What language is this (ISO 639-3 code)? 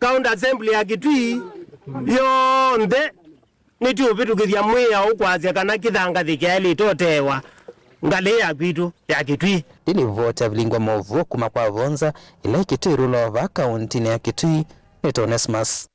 kam